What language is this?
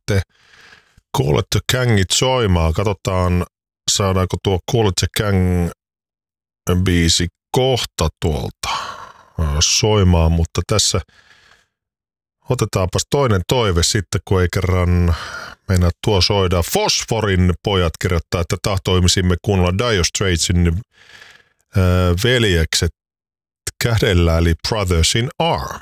Finnish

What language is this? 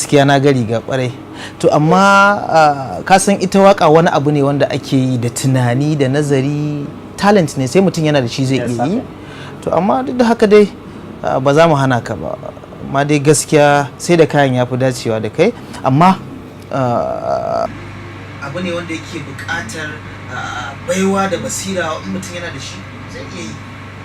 Hausa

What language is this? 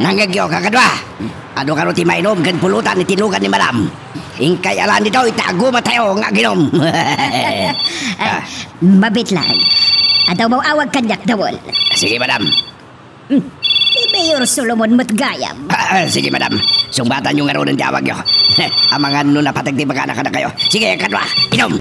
Iloko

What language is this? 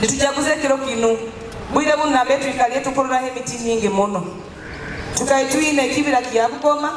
Nyoro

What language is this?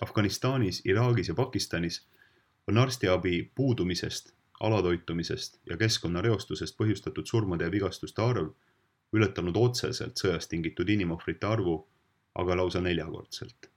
Estonian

